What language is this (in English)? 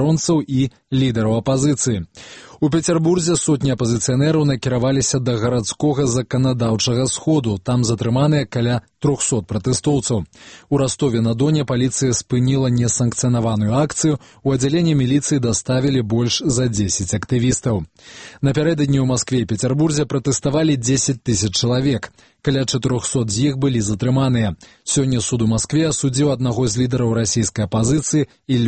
Belarusian